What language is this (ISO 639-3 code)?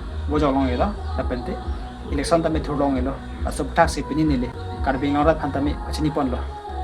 mjw